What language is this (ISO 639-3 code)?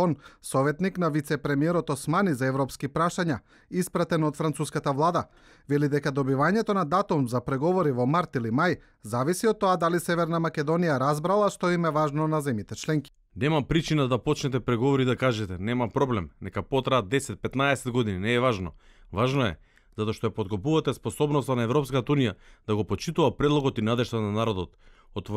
mkd